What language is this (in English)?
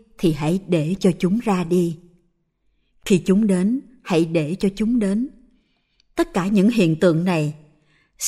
Vietnamese